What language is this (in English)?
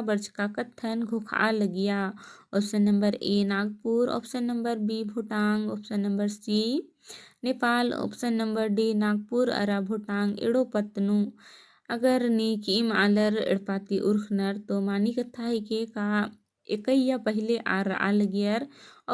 Kurukh